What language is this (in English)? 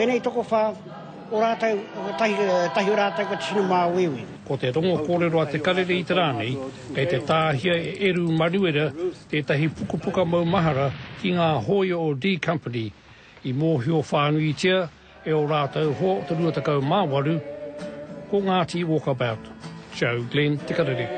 Māori